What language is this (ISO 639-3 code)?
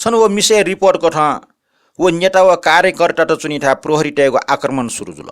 new